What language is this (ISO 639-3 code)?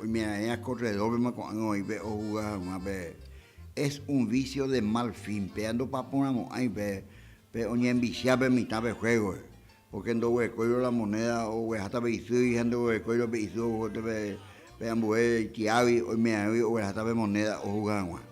grn